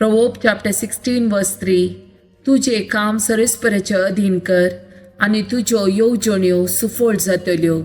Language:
Konkani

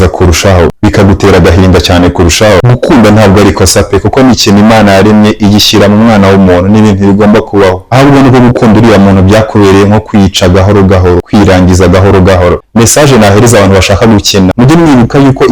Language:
Kinyarwanda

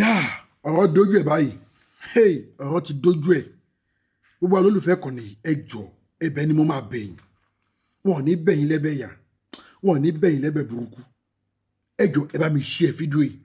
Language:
Yoruba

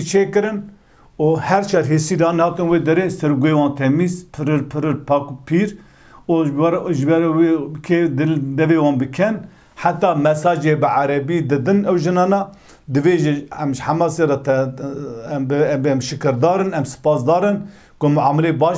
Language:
Kurdish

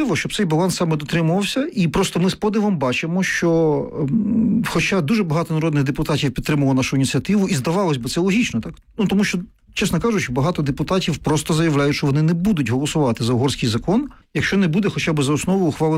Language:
Ukrainian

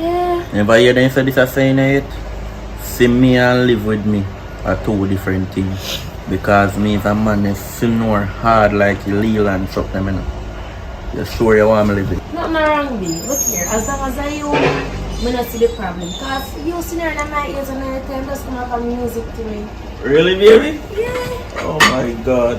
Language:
Jamaican Creole English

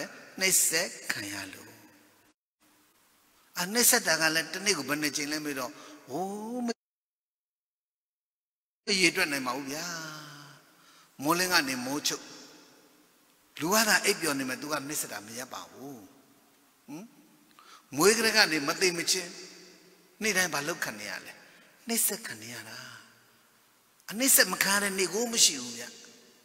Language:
Burmese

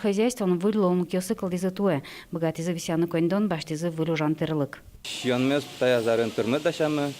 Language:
Udmurt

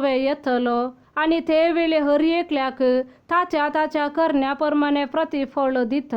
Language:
Konkani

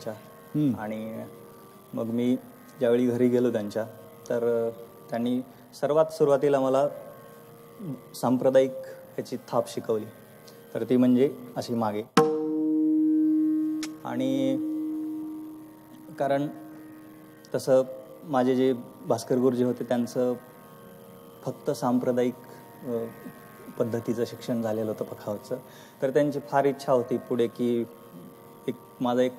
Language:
Marathi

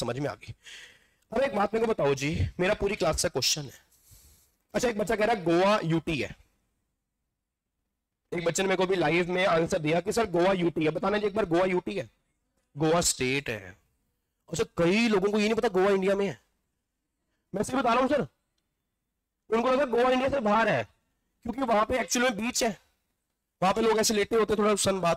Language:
Hindi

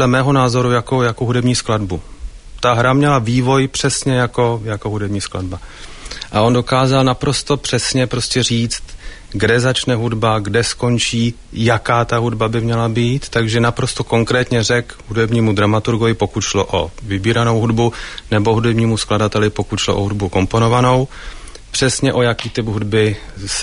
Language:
Czech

